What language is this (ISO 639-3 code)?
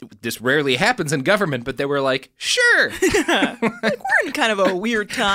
eng